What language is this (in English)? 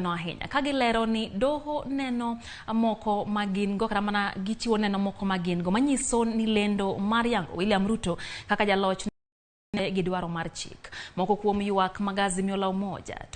Luo (Kenya and Tanzania)